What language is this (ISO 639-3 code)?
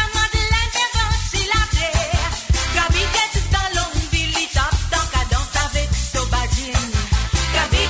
mfe